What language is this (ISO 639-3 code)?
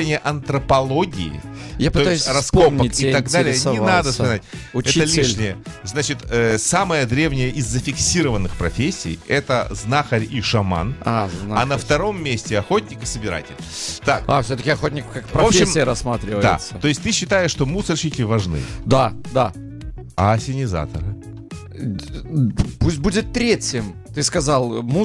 rus